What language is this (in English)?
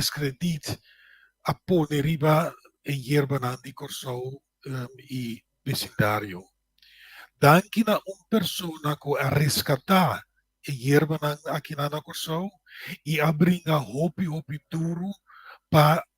Papiamento